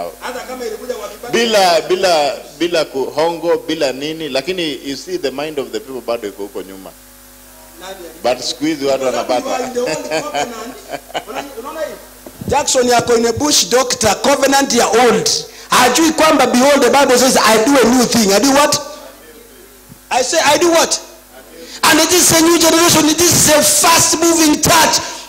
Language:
Swahili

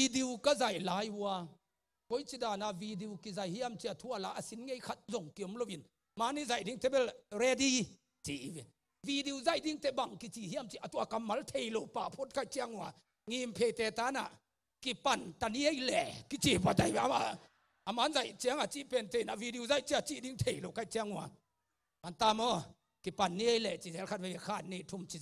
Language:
Tedim Chin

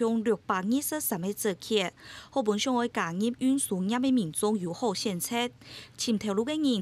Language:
Hakka Chinese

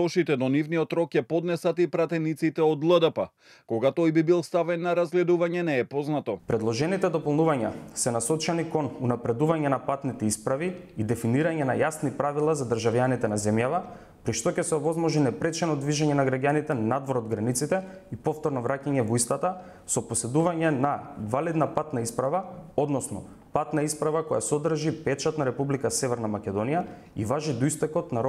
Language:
Macedonian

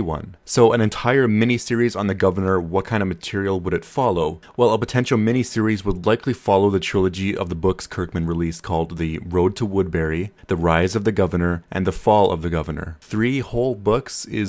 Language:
English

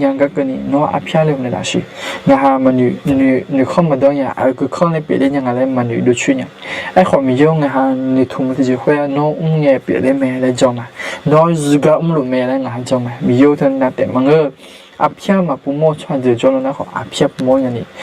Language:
Akha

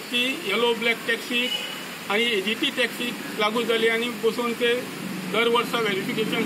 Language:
Konkani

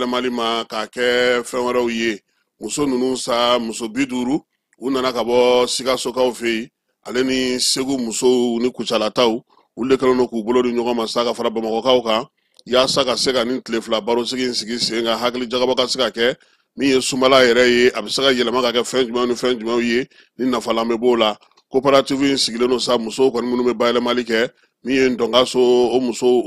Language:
Bambara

